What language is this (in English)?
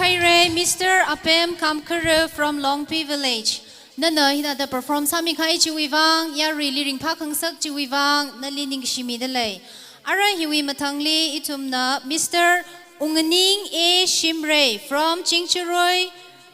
Tangkhul Naga (India)